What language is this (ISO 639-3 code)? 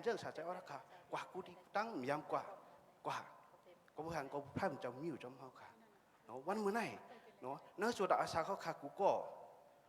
shn